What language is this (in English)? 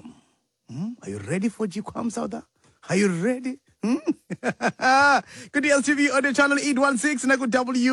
Xhosa